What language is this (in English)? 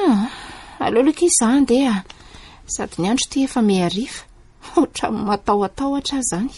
Malagasy